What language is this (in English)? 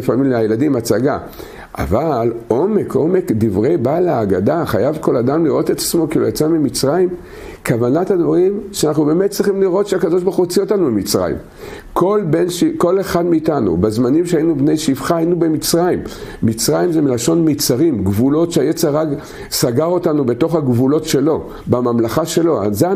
Hebrew